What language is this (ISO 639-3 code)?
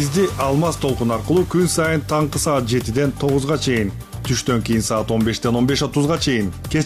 kir